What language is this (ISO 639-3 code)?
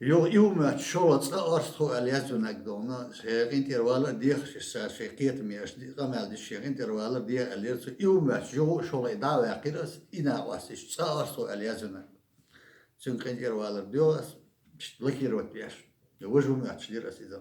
che